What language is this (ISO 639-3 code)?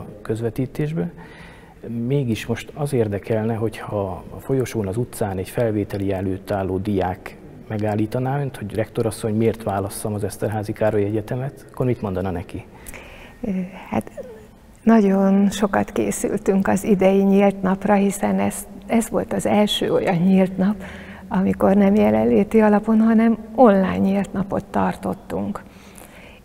hun